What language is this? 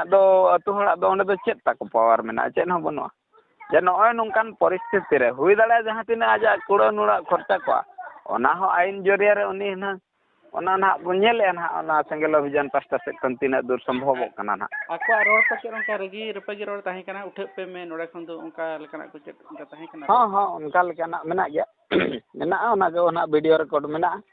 Santali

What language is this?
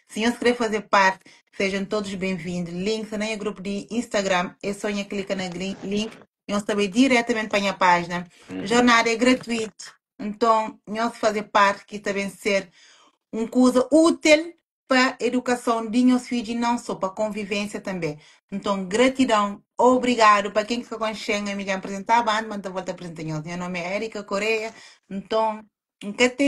Kabuverdianu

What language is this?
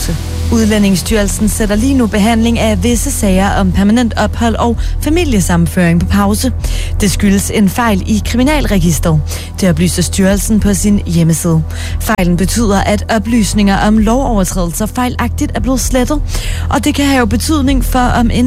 Danish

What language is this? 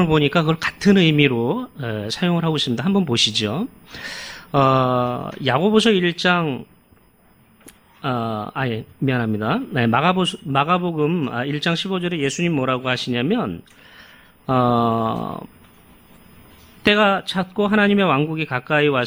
Korean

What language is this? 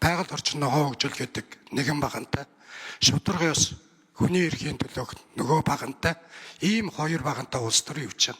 Mongolian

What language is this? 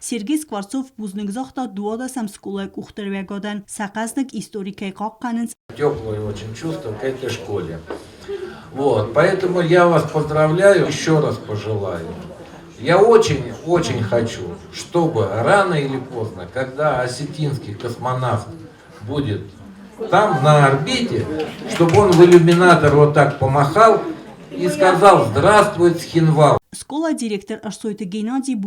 Ossetic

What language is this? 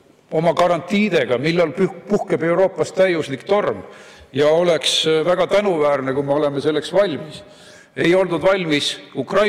Estonian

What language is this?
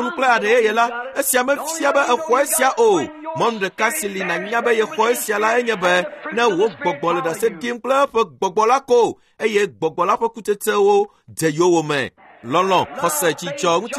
Ewe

